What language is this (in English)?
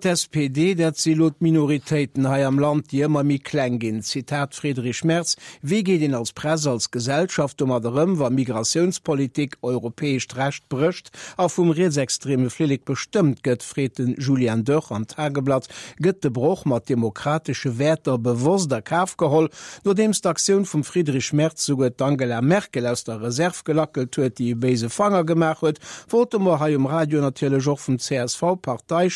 Luxembourgish